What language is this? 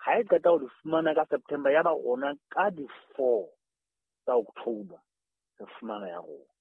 Southern Sotho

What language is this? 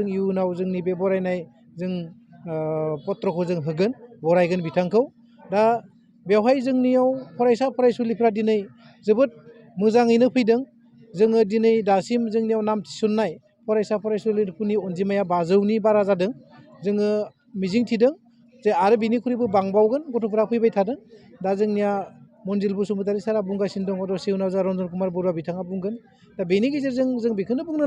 Bodo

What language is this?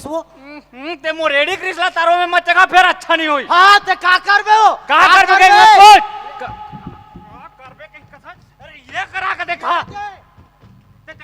Chhattisgarhi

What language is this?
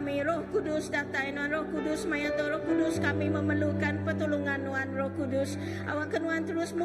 Iban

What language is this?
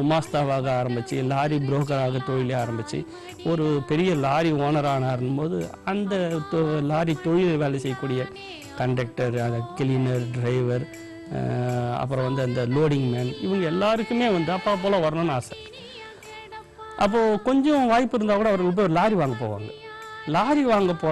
Tamil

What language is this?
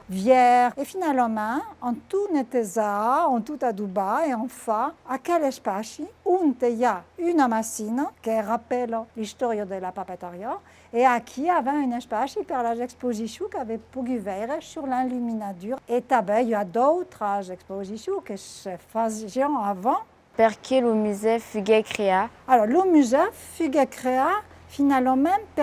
Occitan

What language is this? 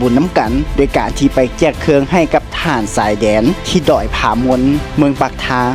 Lao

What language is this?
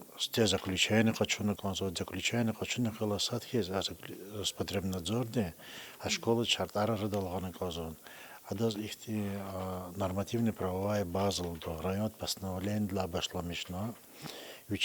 Lezghian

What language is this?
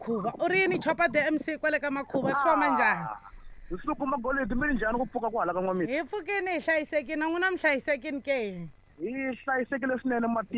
Tsonga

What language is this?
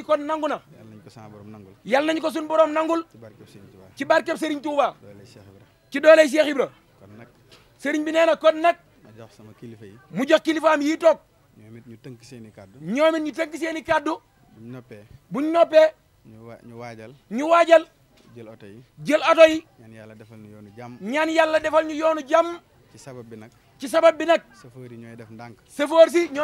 Wolof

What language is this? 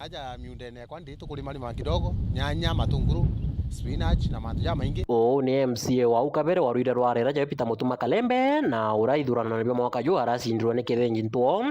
Meru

